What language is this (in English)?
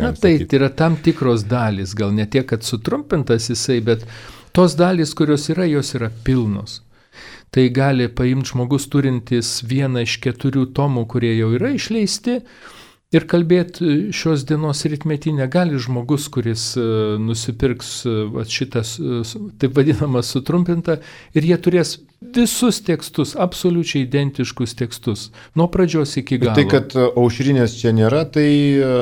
Lithuanian